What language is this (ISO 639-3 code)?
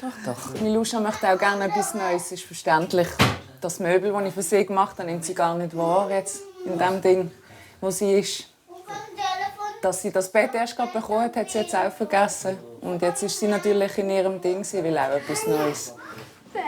gsw